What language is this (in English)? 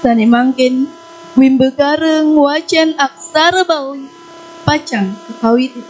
Balinese